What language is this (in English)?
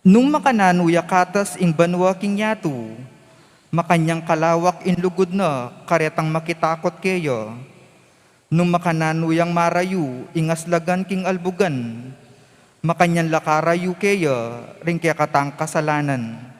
Pampanga